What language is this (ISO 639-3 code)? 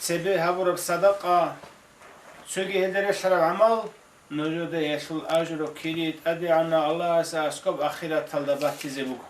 ava